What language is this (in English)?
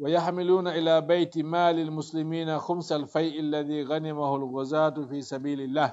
Fula